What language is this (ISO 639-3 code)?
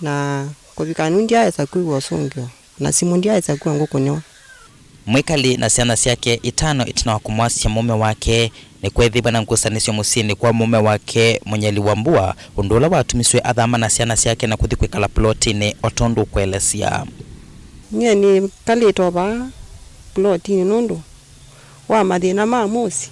kam